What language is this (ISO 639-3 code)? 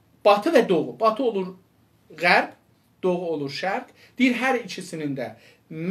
azb